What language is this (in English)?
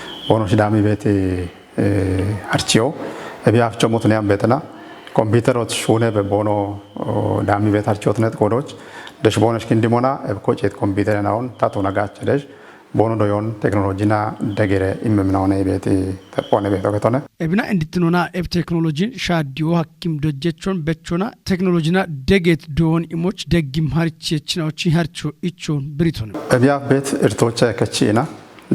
Kafa